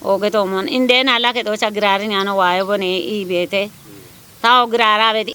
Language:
Kafa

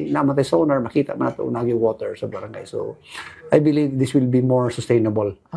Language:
Cebuano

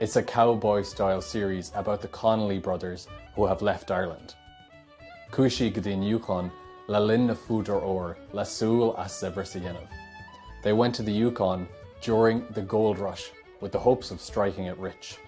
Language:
Irish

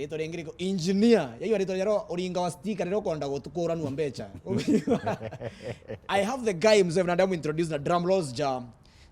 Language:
Meru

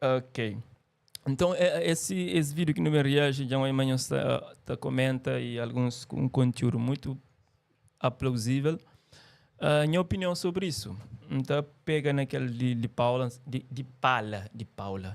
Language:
Kabuverdianu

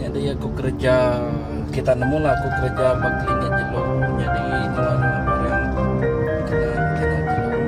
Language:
Iban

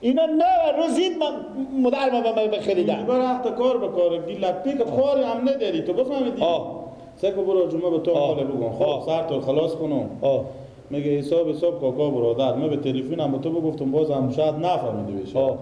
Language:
Persian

